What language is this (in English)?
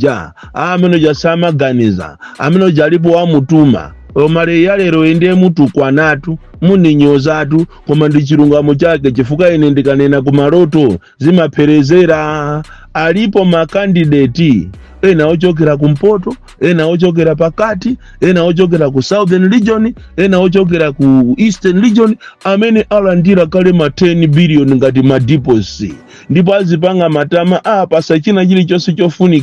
Nyanja